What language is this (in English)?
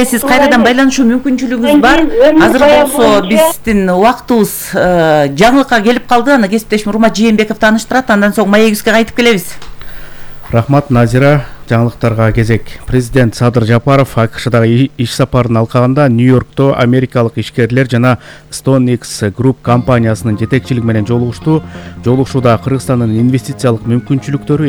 Kyrgyz